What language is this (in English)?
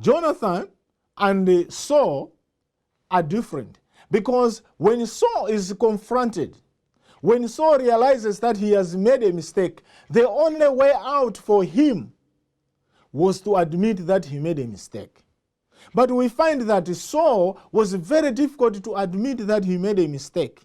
English